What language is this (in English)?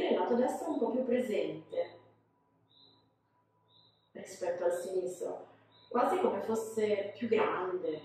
Italian